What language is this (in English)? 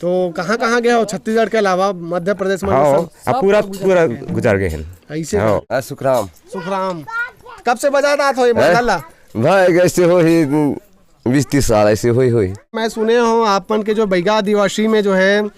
Chhattisgarhi